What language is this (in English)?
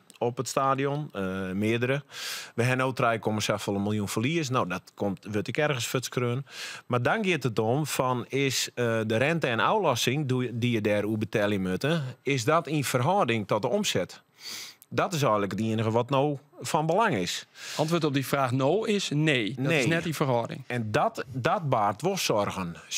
Western Frisian